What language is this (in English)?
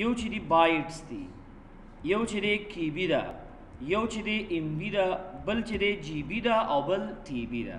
Pashto